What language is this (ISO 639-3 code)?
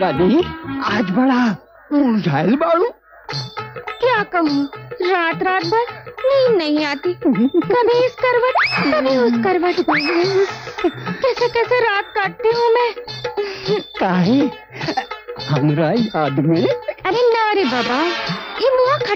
bho